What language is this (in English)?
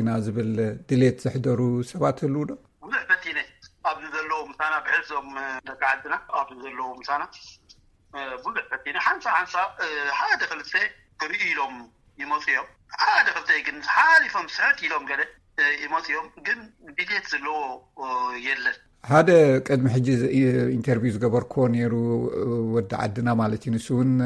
Tigrinya